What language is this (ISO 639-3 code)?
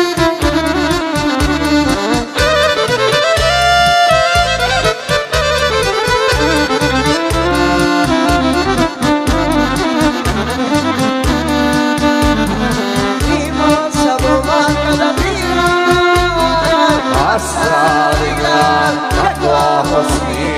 hrv